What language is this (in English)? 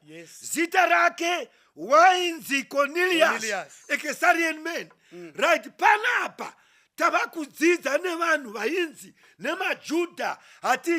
Shona